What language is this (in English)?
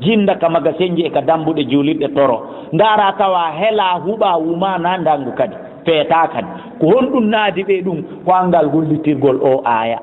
Fula